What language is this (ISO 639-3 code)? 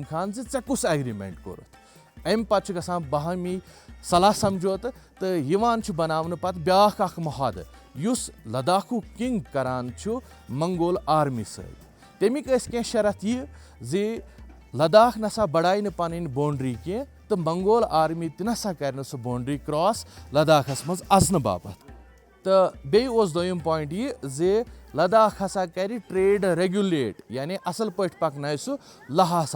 kas